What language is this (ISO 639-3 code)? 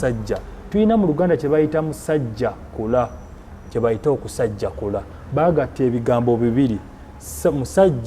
lug